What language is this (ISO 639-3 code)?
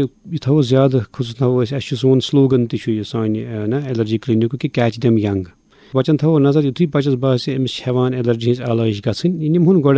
kas